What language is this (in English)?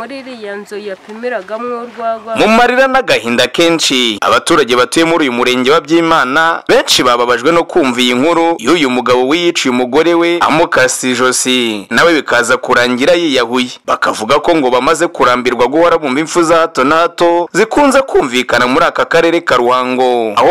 Kinyarwanda